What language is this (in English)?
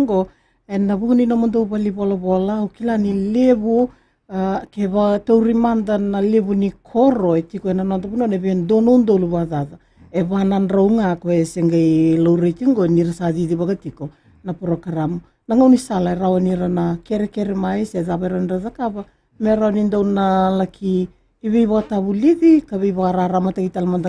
Fijian